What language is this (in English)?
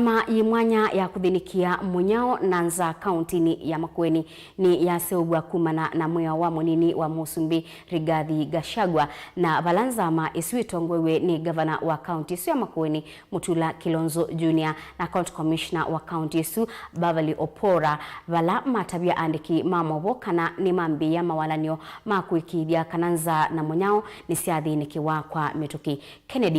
Kamba